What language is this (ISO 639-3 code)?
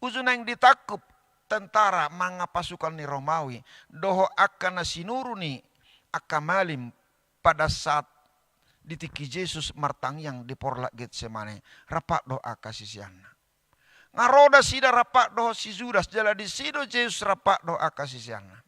bbc